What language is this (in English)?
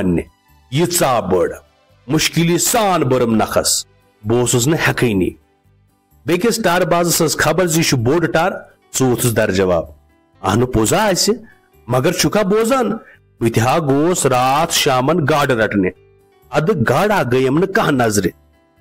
Kashmiri